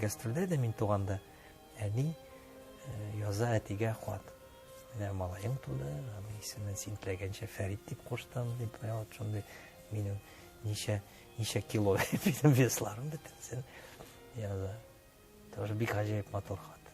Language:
Tatar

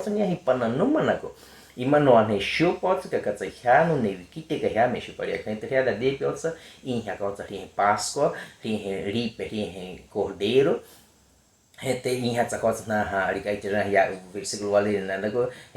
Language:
Baniwa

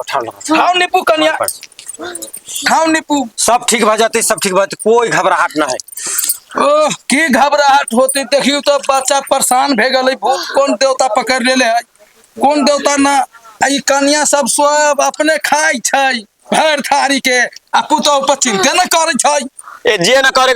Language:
Maithili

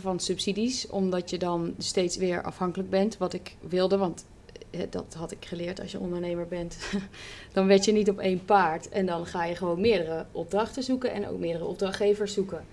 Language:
Dutch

